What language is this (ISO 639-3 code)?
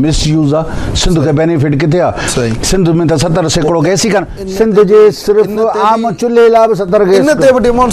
snd